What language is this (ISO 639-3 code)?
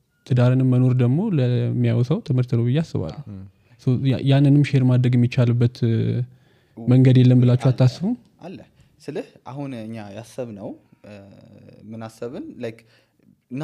amh